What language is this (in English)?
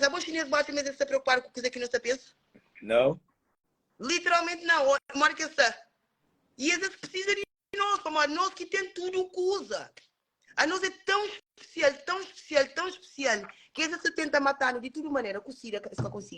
Kabuverdianu